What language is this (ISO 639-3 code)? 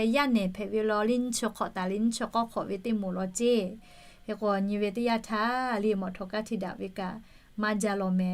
lhu